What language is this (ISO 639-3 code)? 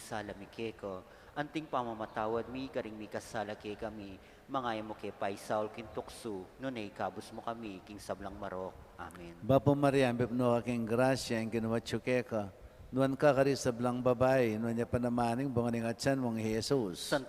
pam